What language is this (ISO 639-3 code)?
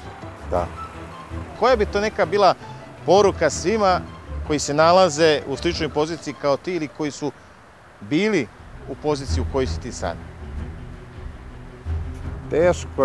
srp